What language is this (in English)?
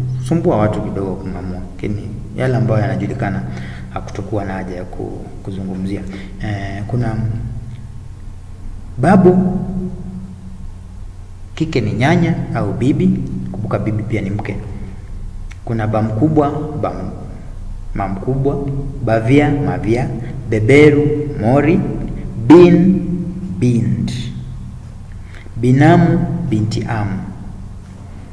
Swahili